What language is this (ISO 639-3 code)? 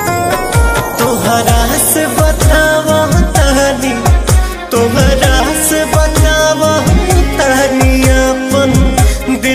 bho